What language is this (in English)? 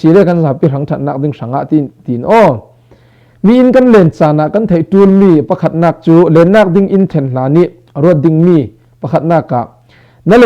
Falam Chin